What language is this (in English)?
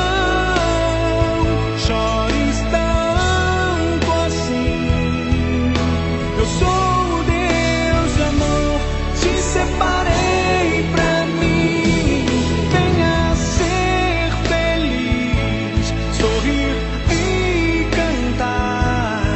Portuguese